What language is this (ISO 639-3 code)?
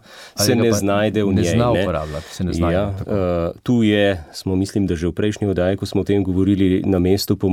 slv